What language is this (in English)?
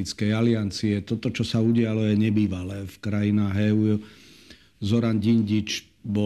Slovak